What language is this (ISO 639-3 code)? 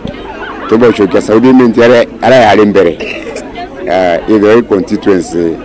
mer